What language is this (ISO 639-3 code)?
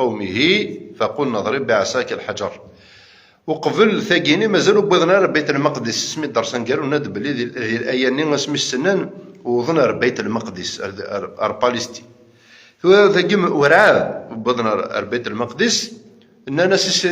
kab